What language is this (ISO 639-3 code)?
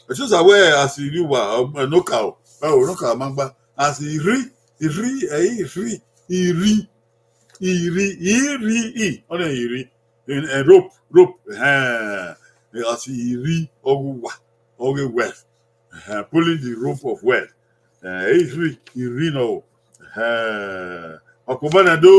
bin